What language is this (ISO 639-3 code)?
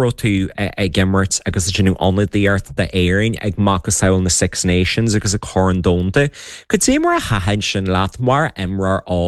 gle